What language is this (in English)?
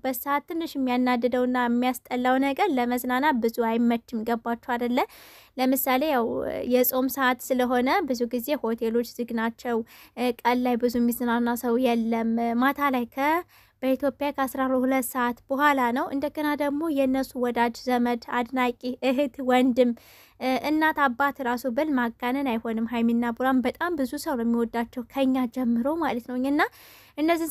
Amharic